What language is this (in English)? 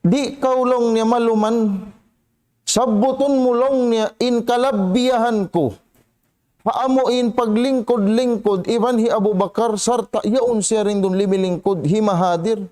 Tausug